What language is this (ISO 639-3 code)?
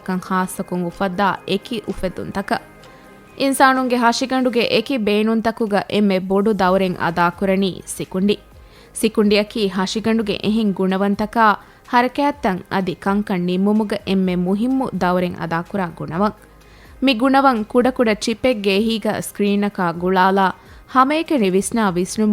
div